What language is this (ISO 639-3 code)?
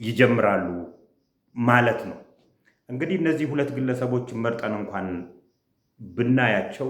amh